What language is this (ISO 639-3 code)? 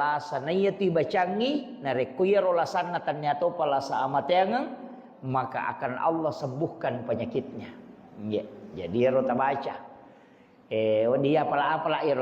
bug